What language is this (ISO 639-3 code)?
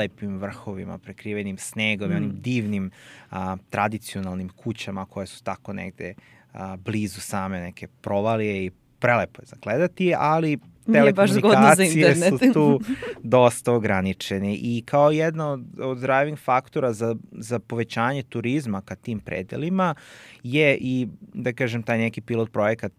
srp